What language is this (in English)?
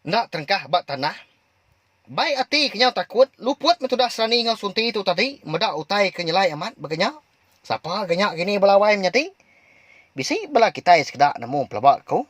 Iban